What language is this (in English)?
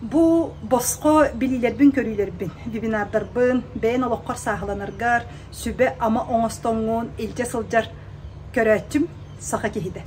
Yakut